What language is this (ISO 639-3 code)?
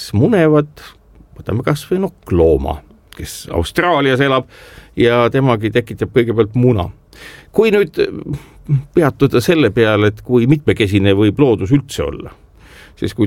est